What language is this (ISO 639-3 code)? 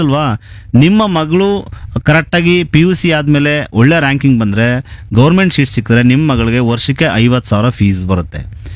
kan